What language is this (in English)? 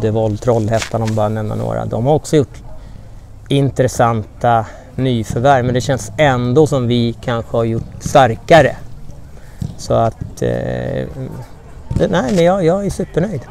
Swedish